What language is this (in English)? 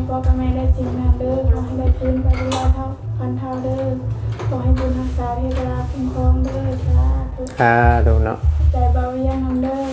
Northeastern Thai